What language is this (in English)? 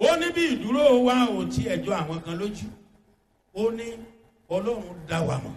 Yoruba